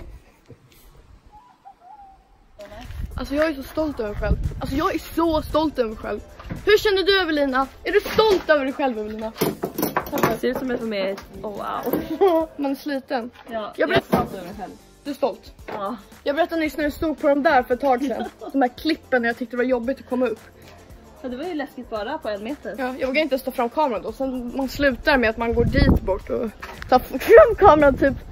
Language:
Swedish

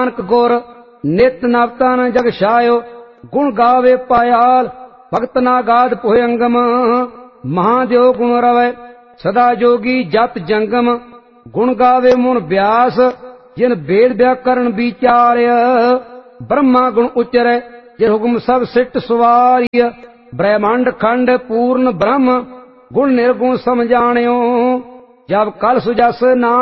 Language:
Punjabi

